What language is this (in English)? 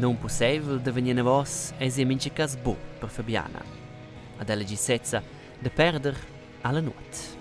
Romansh